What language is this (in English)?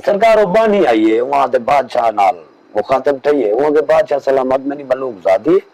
Saraiki